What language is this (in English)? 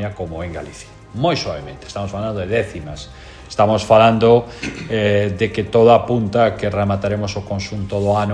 Galician